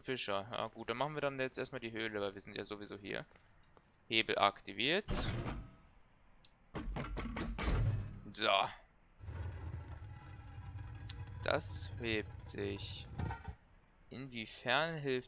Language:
German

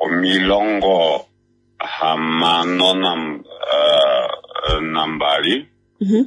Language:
Kuanyama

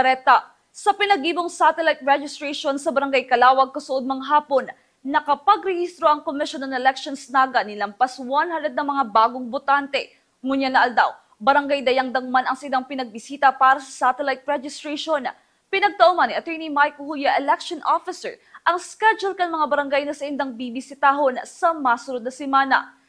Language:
Bikol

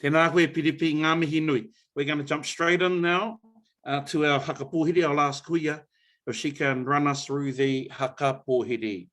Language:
Māori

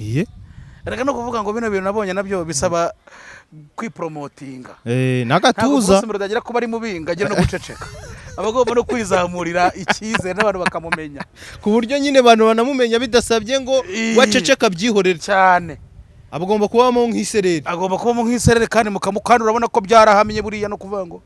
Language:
Kinyarwanda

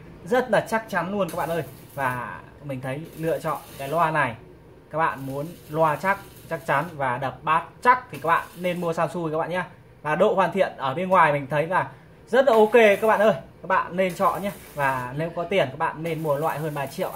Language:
Vietnamese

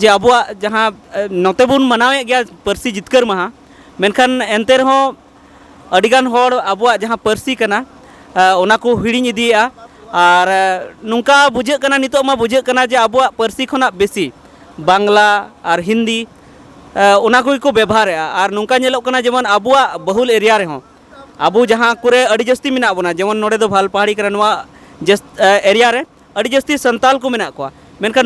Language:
Santali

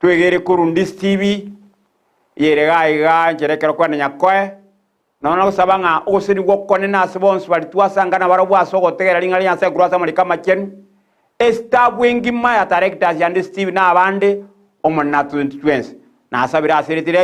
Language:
Gusii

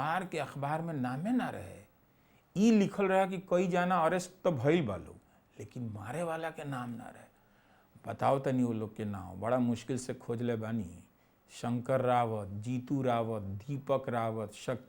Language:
Bhojpuri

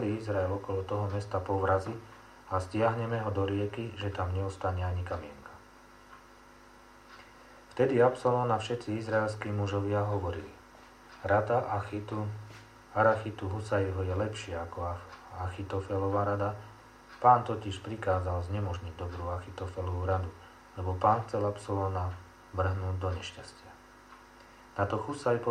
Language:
Slovak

